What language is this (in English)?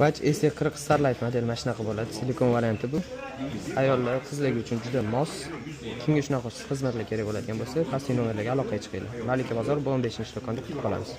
Uzbek